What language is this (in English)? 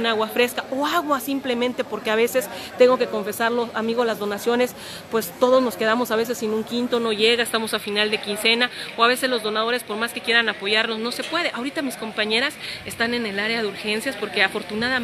Spanish